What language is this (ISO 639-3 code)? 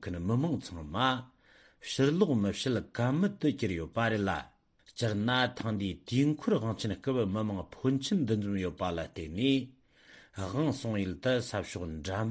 bod